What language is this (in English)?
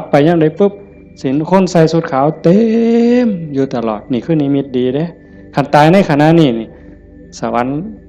Northeastern Thai